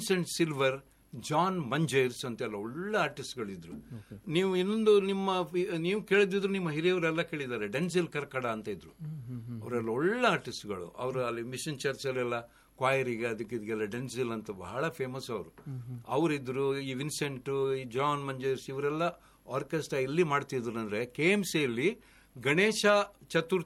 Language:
Kannada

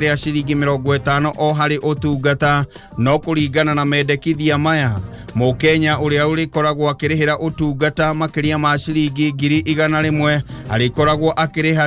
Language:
Kikuyu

